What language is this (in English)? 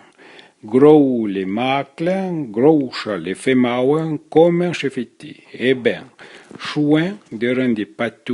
Arpitan